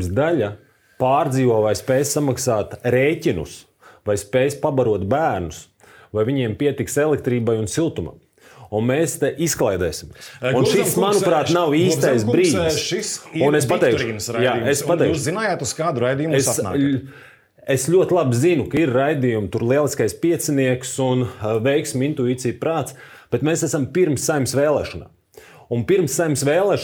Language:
Latvian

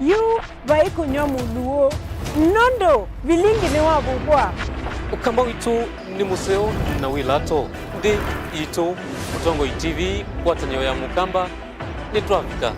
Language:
Kamba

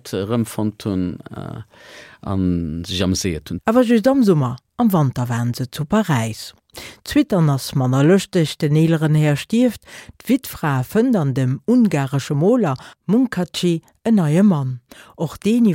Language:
Luxembourgish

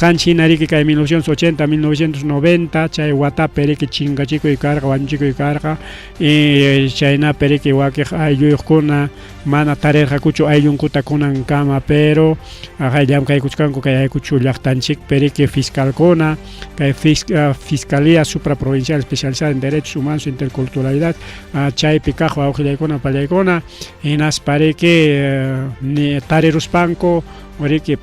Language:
Ayacucho Quechua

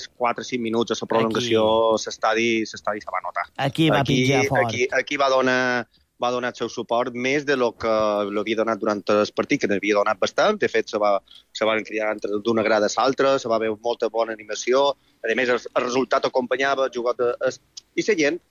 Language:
Catalan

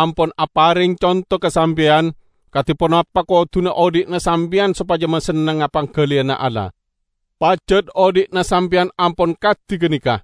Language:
Madurese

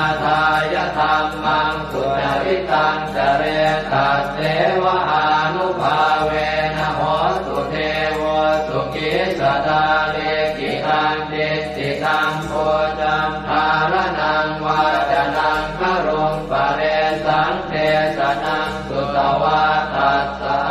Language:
Pali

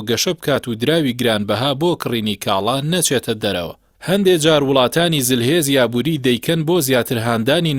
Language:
Central Kurdish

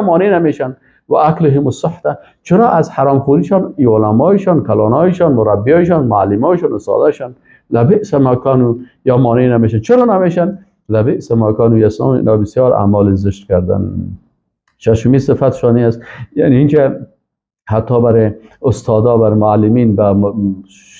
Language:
Persian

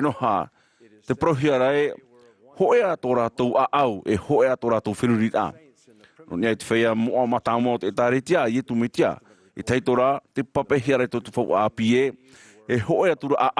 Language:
Tahitian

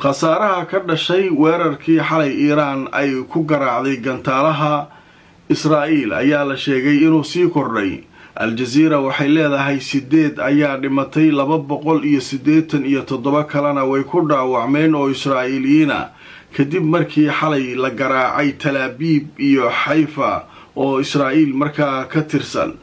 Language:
Somali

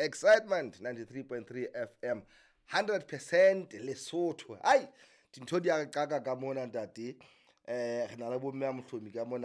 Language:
Southern Sotho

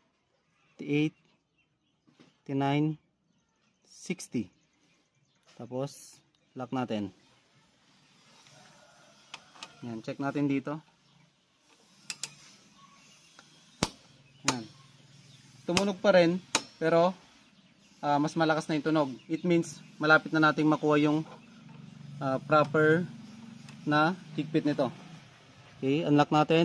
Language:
Filipino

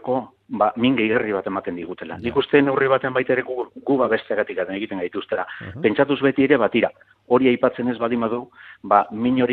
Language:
Basque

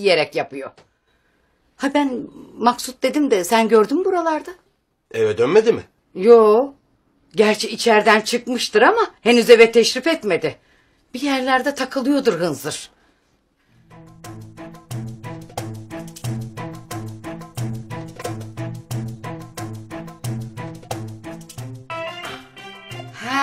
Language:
Turkish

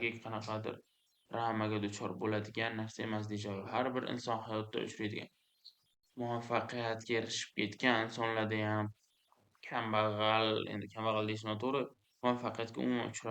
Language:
Uzbek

